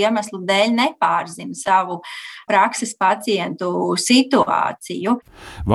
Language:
Latvian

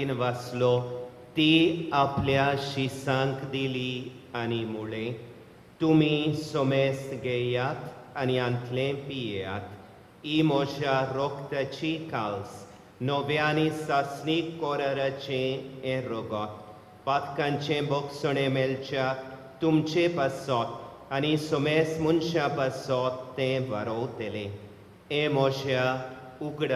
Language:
Konkani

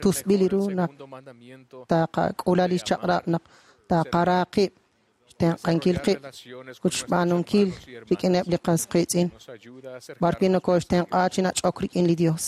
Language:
Kekchí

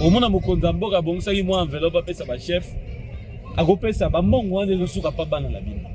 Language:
Lingala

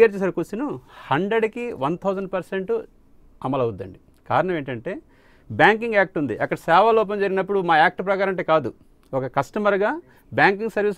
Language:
Telugu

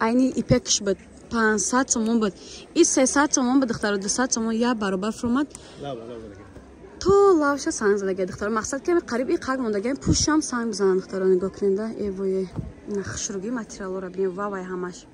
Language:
Tajik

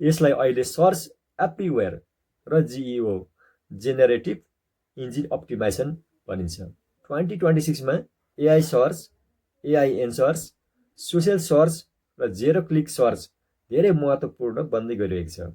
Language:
Nepali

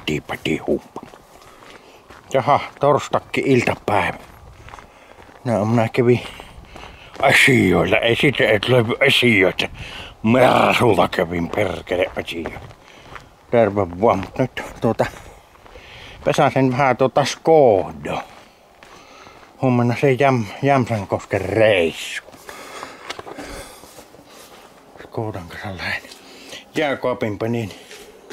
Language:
Finnish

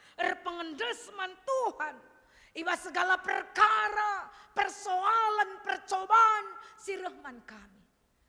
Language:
Batak Karo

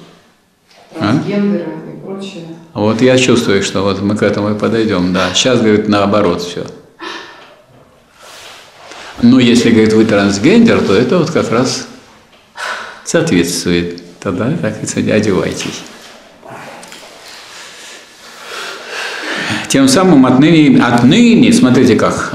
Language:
Russian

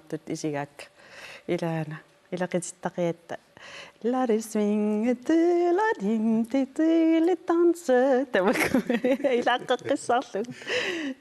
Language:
Kalaallisut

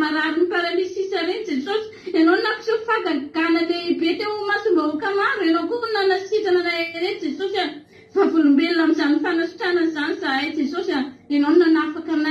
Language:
Malagasy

